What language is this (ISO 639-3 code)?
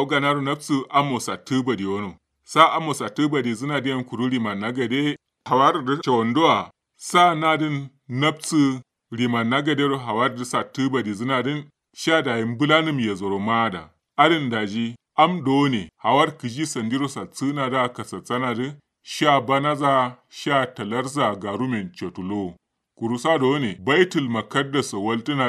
kau